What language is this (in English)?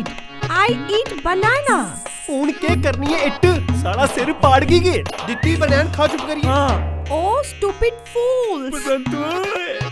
Dogri